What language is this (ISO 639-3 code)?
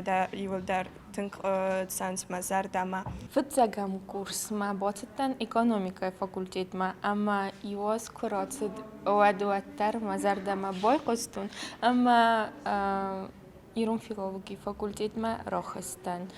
oss